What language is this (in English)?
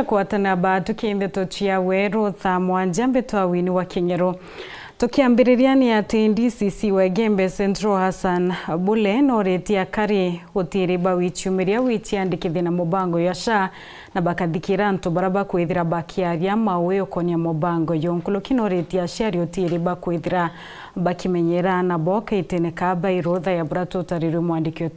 Meru